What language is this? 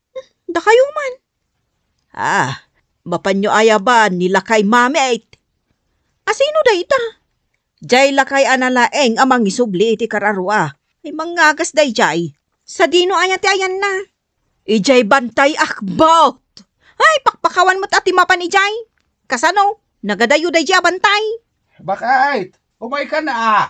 Iloko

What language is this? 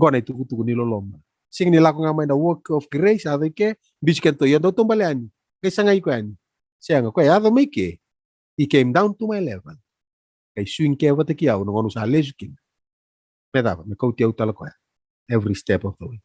Fijian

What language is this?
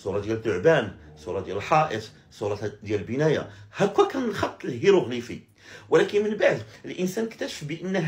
Moroccan Arabic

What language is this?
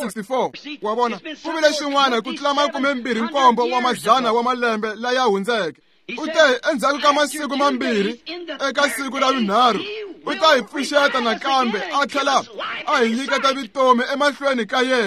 Tsonga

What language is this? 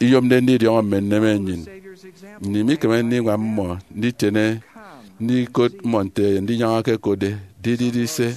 Efik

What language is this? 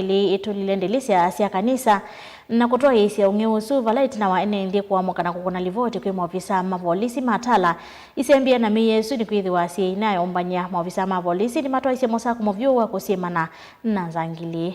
Kamba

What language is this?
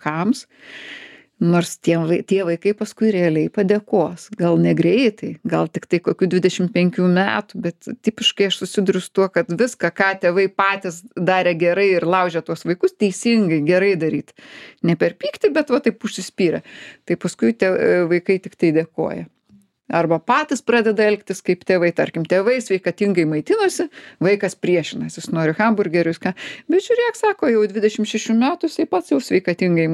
Lithuanian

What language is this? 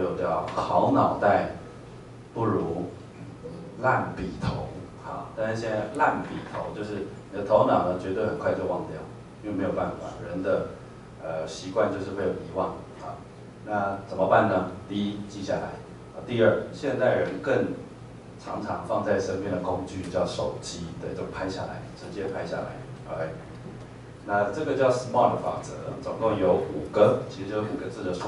Chinese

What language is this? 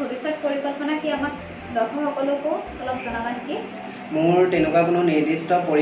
Assamese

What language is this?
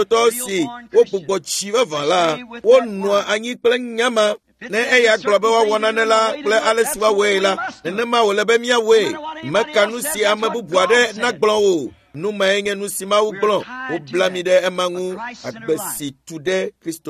Ewe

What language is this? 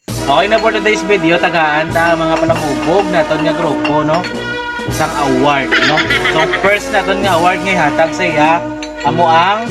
Hiligaynon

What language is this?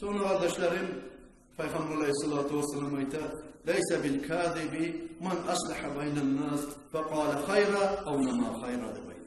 Kumyk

